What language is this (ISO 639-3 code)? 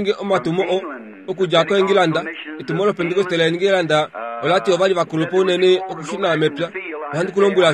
kua